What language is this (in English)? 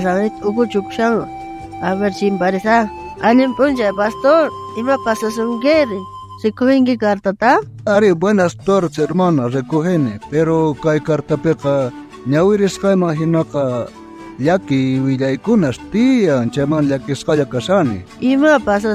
South Bolivian Quechua